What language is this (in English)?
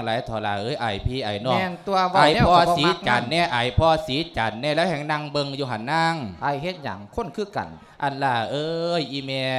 Lao